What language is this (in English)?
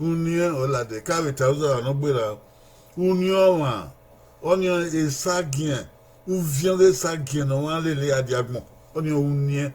Bini